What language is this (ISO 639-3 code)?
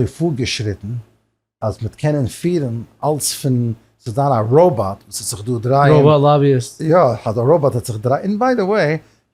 yid